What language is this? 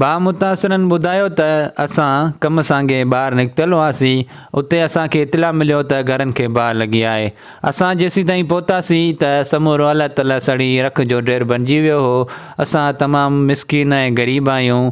Sindhi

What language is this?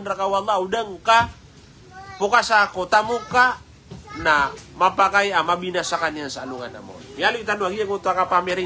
Maranao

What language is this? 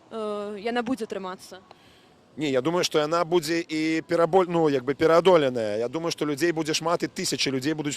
Belarusian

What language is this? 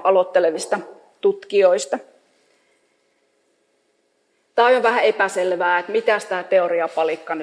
Finnish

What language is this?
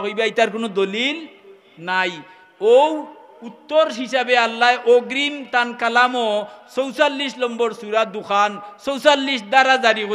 Sylheti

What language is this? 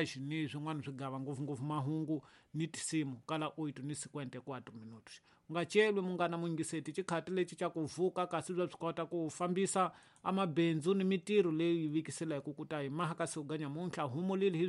Tsonga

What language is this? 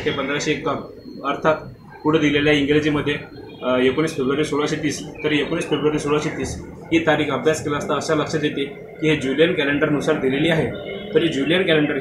Marathi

